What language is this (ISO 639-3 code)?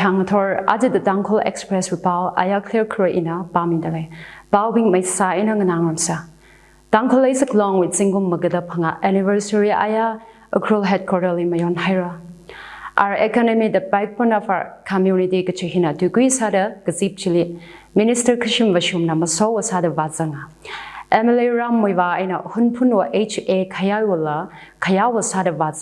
nmf